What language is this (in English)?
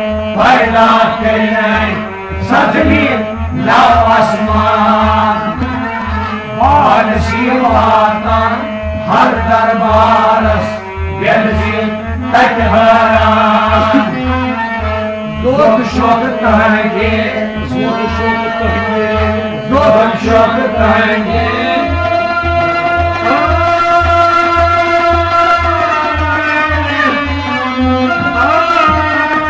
Kashmiri